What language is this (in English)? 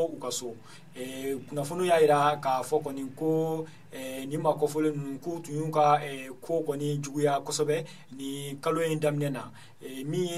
Bambara